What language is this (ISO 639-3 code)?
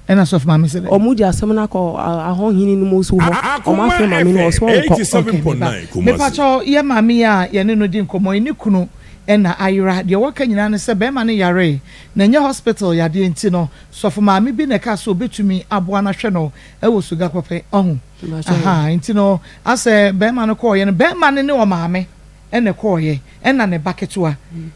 aka